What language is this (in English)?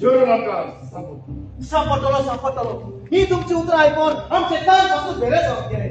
Konkani